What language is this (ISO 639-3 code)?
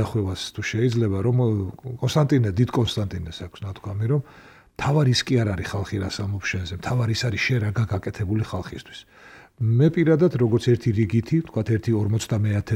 kat